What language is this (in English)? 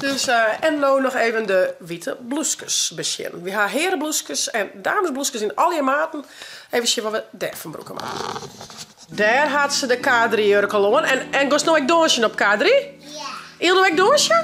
Western Frisian